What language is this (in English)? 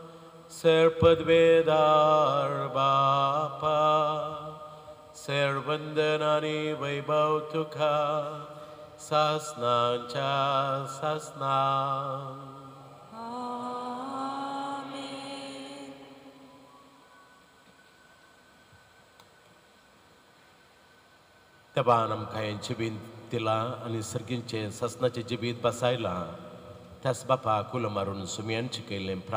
Konkani